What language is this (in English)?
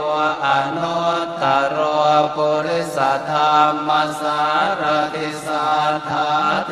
Pali